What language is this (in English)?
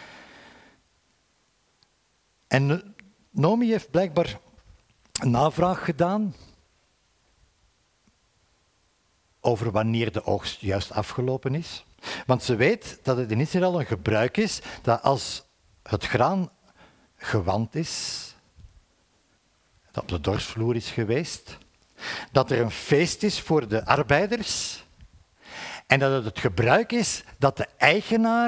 Dutch